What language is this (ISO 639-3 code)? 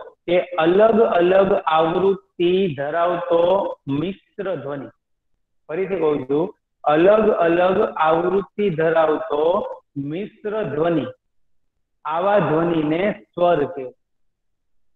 guj